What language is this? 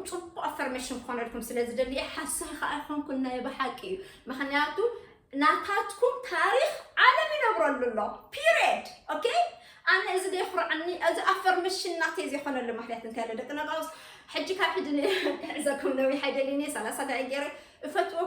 Tigrinya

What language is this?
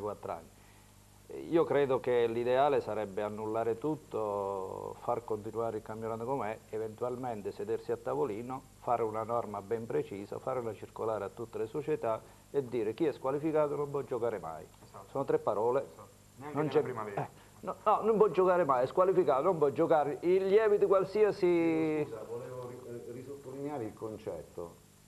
Italian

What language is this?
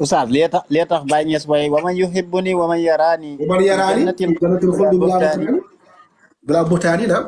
Wolof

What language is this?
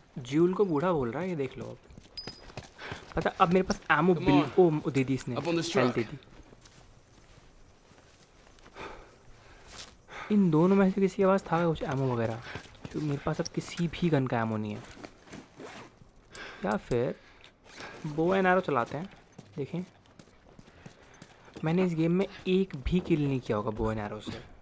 Hindi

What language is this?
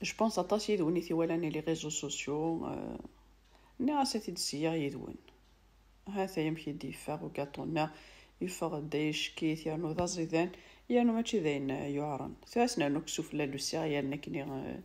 Kabyle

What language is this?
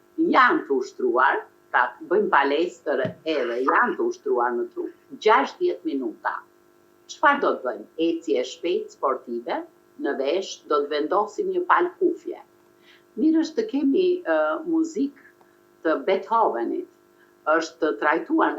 Albanian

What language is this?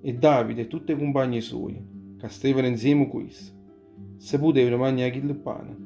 Neapolitan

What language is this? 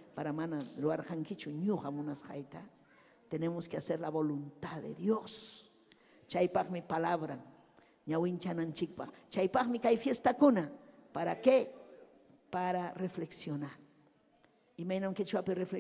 Ayacucho Quechua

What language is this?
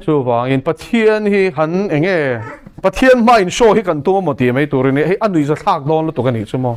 Mizo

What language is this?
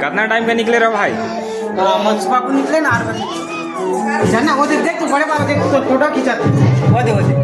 Chhattisgarhi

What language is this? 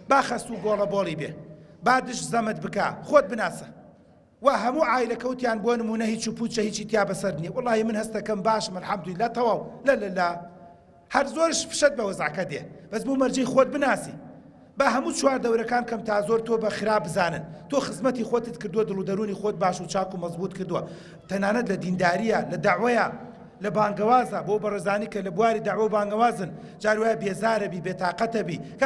Central Kurdish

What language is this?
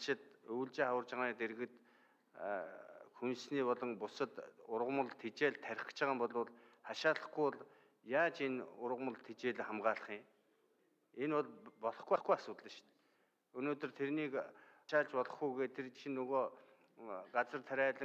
Mongolian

